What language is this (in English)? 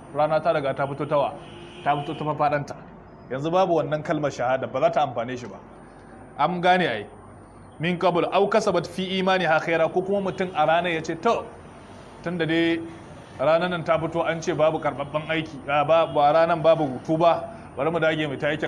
Hausa